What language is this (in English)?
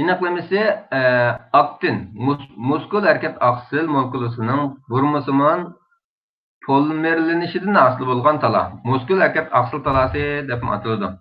Uyghur